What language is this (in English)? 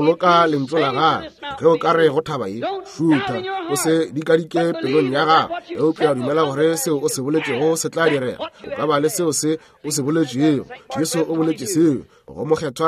Northern Sotho